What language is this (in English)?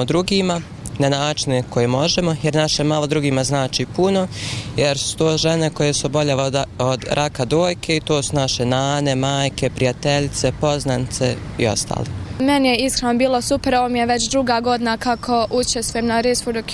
Bosnian